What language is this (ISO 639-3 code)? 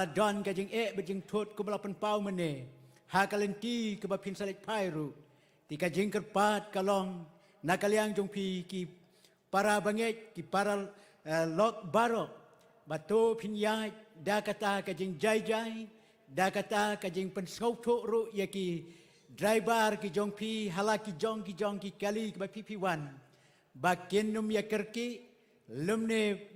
kha